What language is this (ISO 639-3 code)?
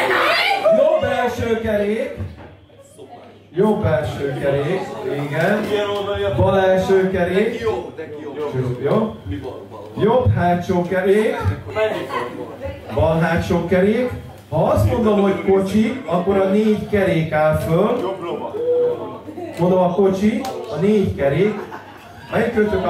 hun